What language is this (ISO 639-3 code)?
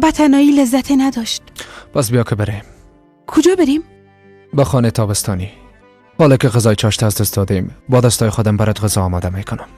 fas